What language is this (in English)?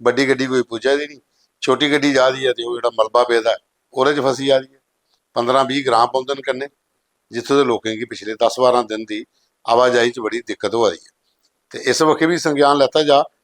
Dogri